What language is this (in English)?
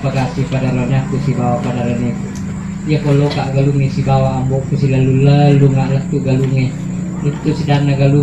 Buginese